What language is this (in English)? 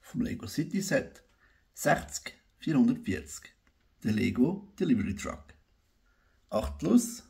Swiss German